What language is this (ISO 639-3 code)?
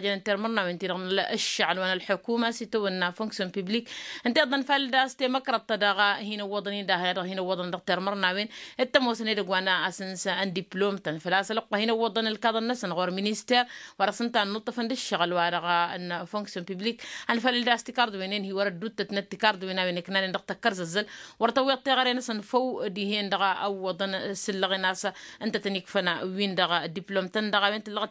taq